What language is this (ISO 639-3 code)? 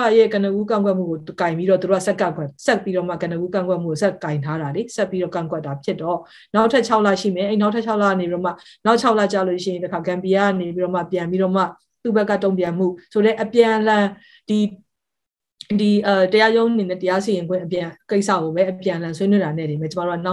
mya